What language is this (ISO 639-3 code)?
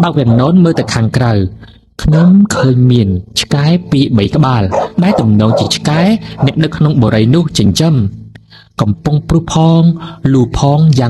khm